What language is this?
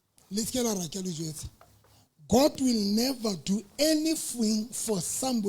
Southern Sotho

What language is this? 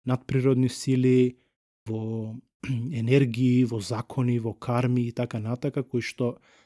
Macedonian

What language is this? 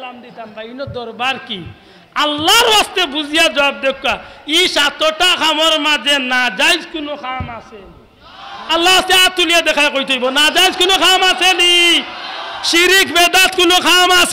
Sylheti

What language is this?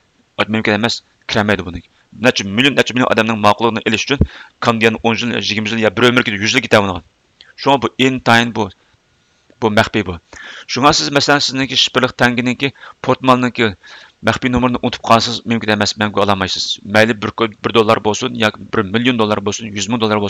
Uyghur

